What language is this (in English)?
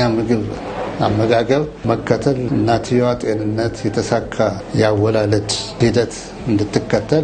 Amharic